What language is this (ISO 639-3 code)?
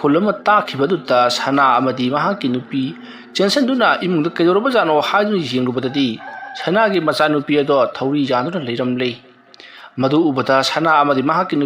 mni